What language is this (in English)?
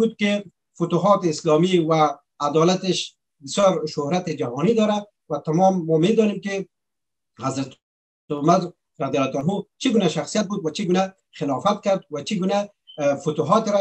Persian